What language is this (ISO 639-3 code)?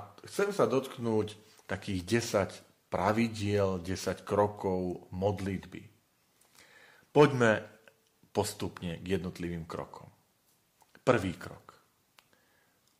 slk